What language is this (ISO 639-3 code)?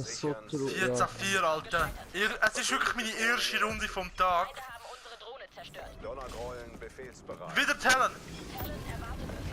gsw